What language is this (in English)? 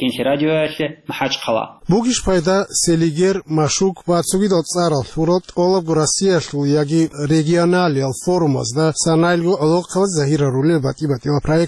Avaric